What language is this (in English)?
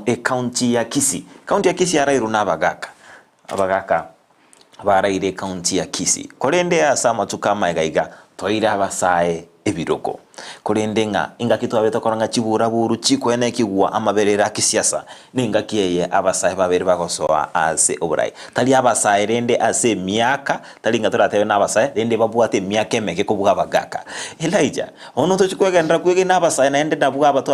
Gusii